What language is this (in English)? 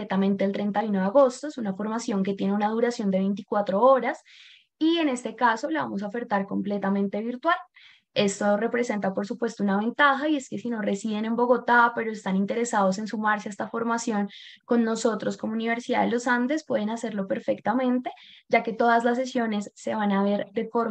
Spanish